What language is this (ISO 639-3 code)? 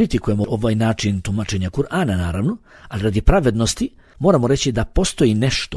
bos